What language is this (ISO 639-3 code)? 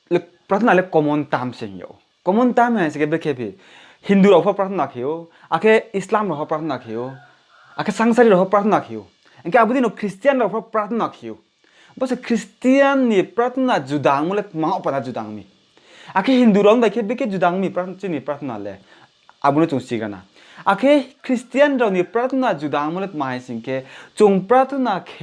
ria